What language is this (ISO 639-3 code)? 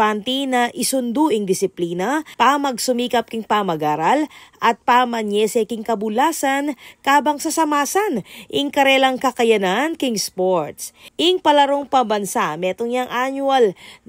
pam